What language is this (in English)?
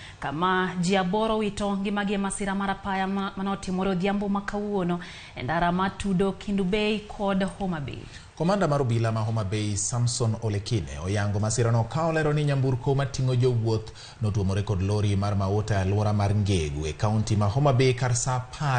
Luo (Kenya and Tanzania)